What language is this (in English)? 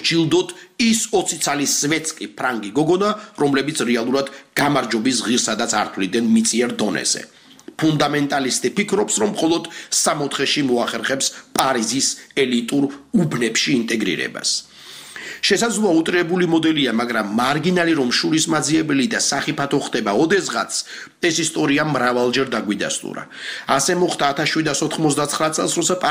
Georgian